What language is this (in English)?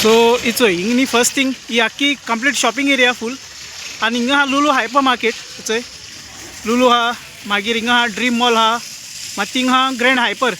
Konkani